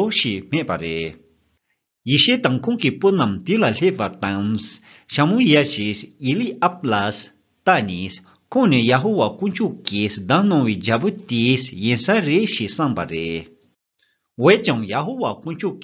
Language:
Tibetan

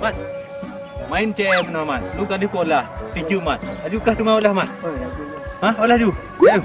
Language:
Achinese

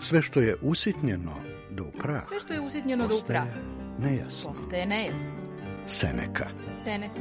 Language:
Serbian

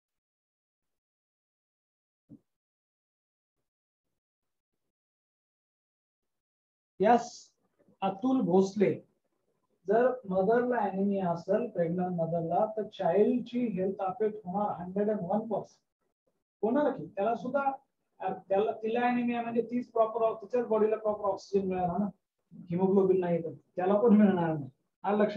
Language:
Marathi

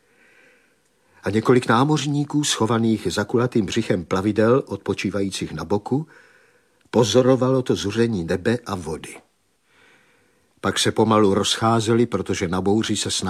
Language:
Czech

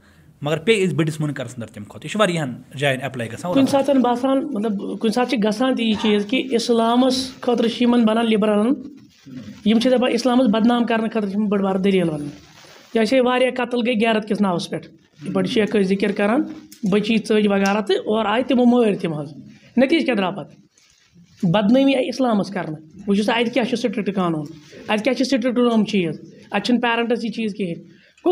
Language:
Kashmiri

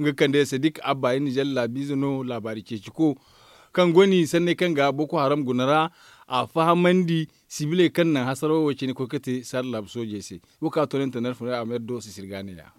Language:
Zarma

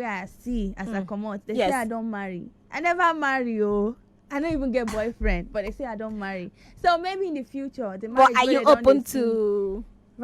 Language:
Nigerian Pidgin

